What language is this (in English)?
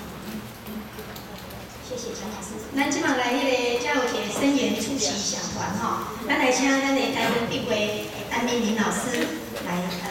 Min Nan Chinese